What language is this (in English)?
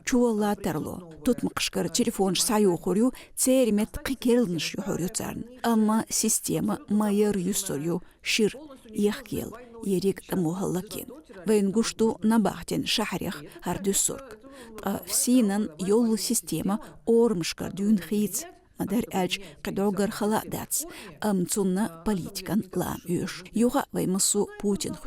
Chechen